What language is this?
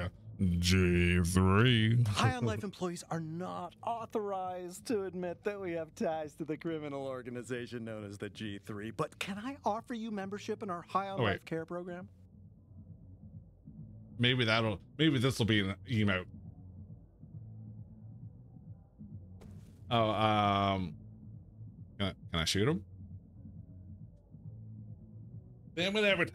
English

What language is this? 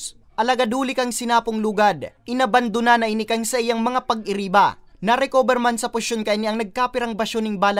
Bikol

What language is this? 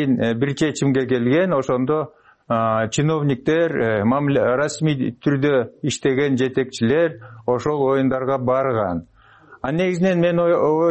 Kyrgyz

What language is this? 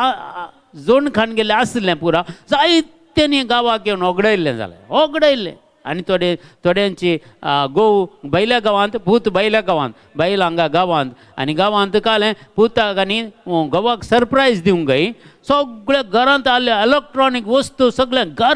Konkani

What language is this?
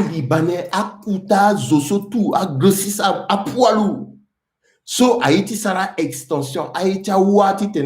Sango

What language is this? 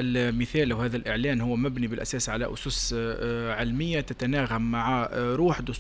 Tunisian Arabic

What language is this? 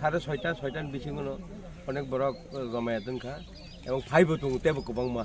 Kok Borok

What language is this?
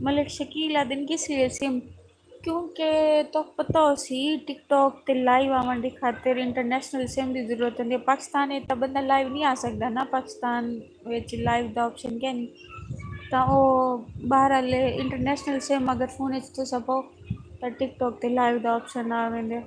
Saraiki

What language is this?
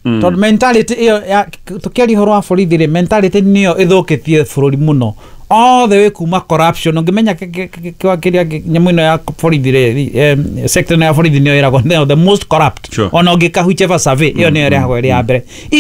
Kikuyu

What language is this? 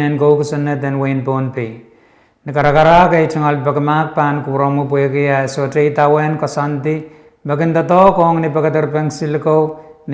Pohnpeian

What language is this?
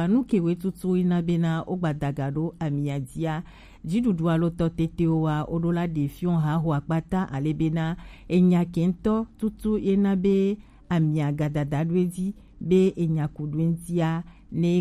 Gen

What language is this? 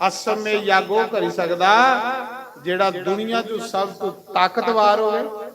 Dogri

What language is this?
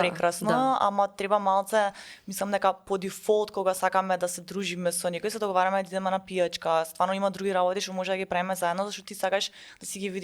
Macedonian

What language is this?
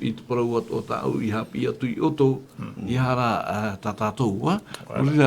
Tahitian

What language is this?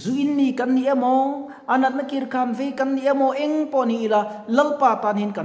Mizo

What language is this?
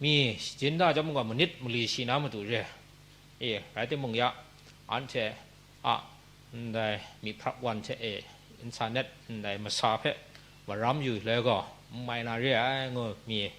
Kachin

